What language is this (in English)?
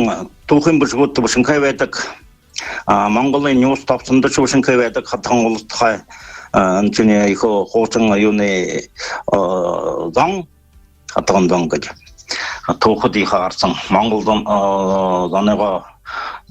Buriat